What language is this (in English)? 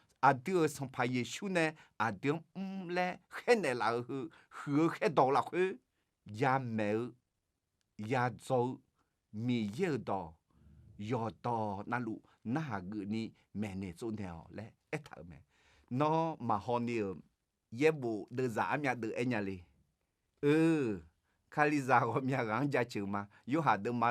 Akha